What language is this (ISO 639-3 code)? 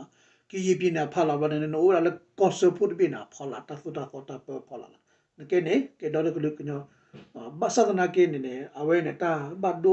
ksw